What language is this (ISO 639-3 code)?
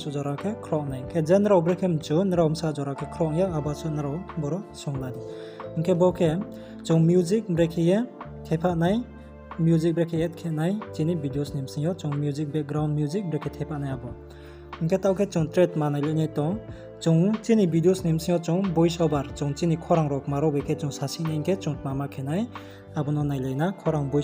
ria